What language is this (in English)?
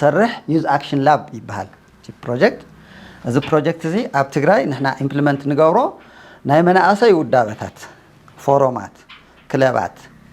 Tigrinya